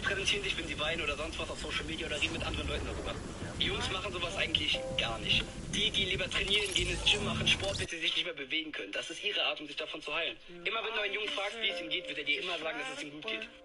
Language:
Bavarian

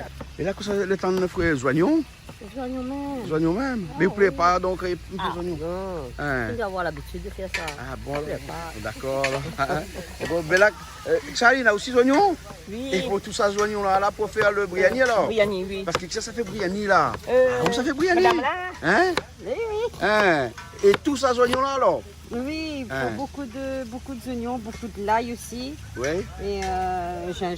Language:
Réunion Creole French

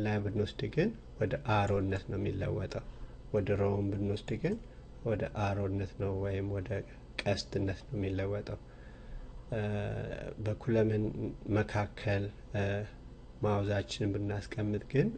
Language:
Amharic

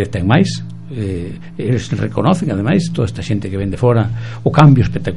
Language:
Galician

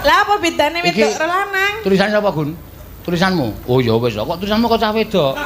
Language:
Javanese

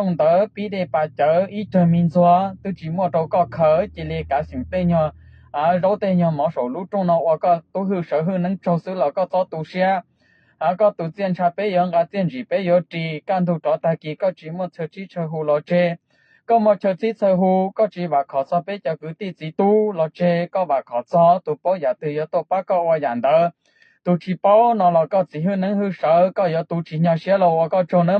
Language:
Hmong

